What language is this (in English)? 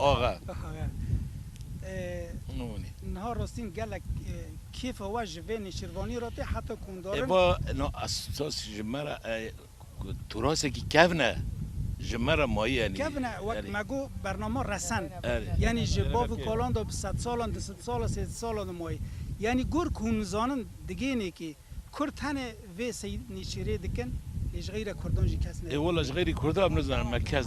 Kurdish